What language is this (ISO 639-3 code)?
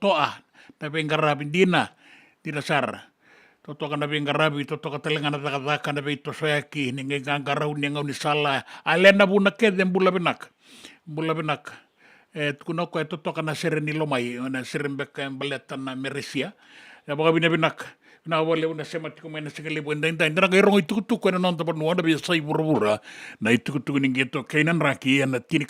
fij